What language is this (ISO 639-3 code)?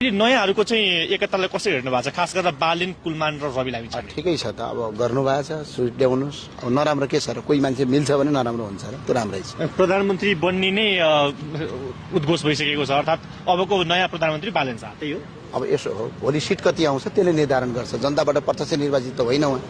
nep